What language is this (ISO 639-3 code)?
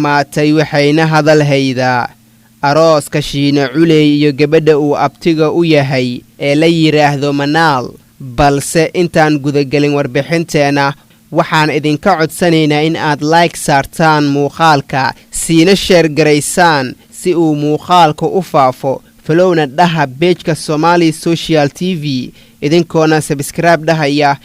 som